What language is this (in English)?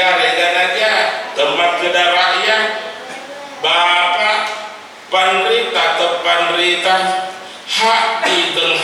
Buginese